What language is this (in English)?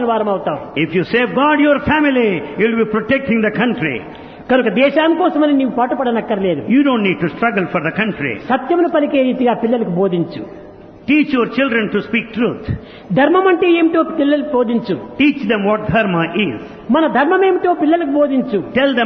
Telugu